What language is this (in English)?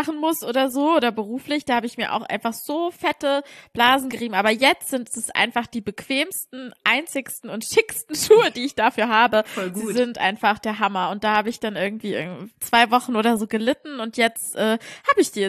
German